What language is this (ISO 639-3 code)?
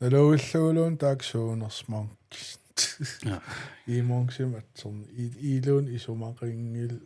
kal